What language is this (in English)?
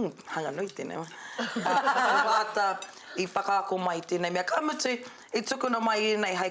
Māori